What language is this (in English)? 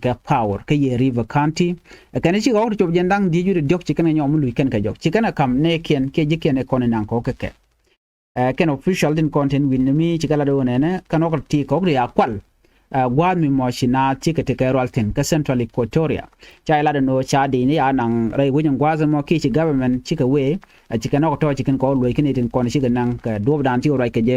Nuer